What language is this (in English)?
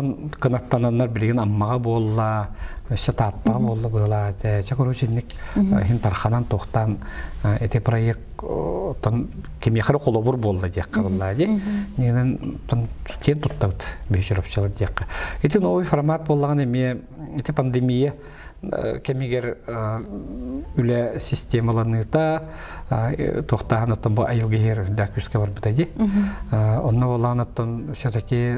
Yakut